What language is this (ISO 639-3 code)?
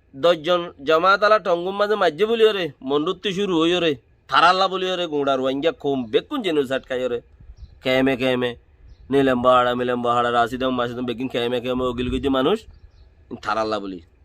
rhg